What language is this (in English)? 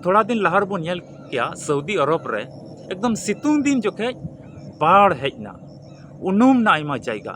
Santali